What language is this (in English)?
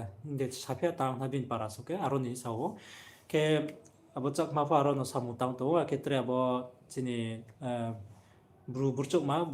Riang (India)